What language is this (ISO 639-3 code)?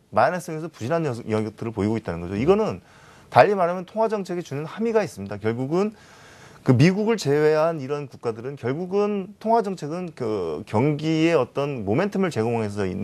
kor